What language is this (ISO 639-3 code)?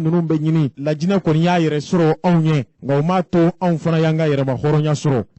bam